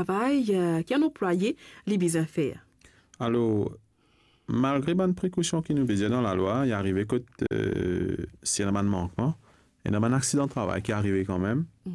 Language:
Morisyen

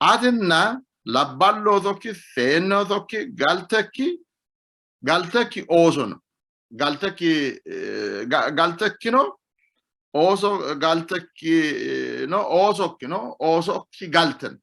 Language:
Sidamo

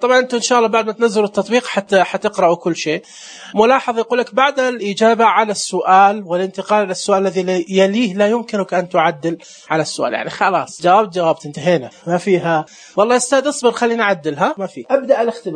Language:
Najdi Arabic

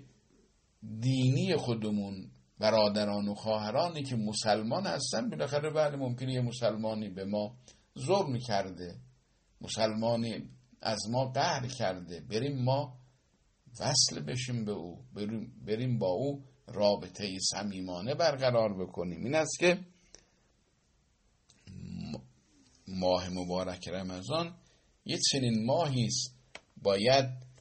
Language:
Persian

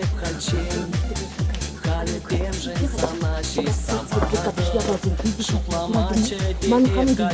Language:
Chuvash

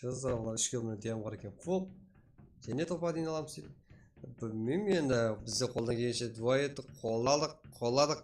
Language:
Kara-Kalpak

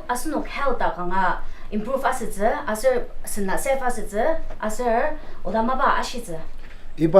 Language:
Ao Naga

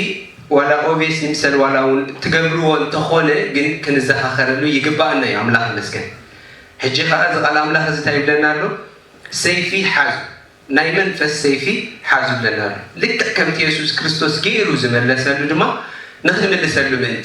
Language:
Tigrinya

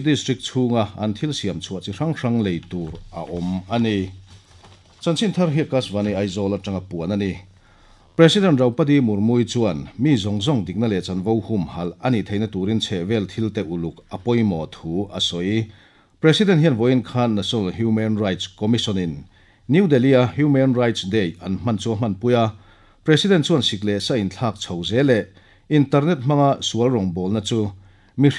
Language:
Mizo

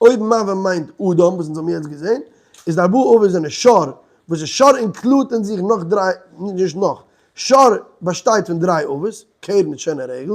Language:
Yiddish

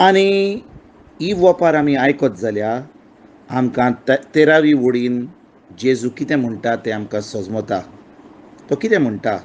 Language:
Konkani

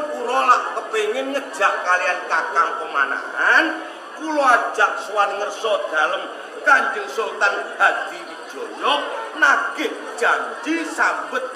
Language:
Javanese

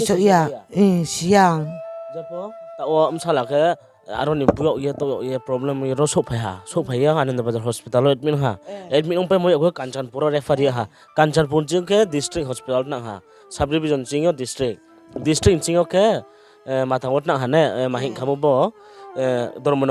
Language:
Riang (India)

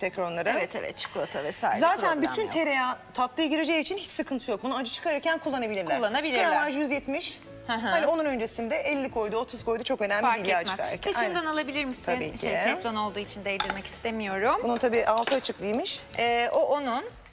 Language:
Turkish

